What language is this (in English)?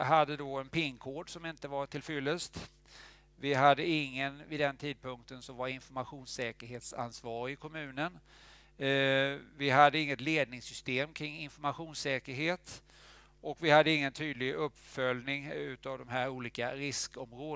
Swedish